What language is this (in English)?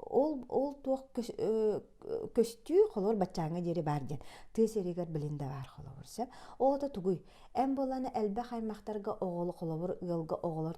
Yakut